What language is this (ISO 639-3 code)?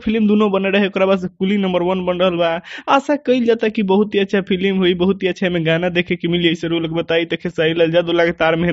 bho